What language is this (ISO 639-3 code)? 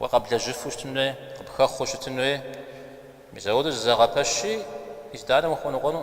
kbd